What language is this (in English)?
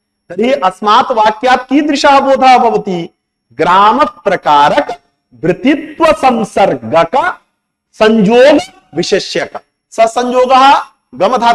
Sanskrit